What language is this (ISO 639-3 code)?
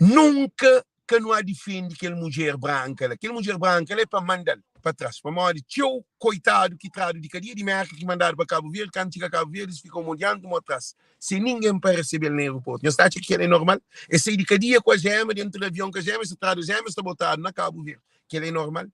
kea